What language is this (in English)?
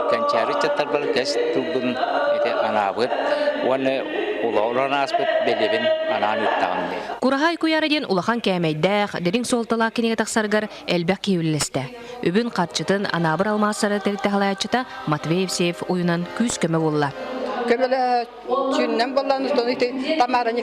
Yakut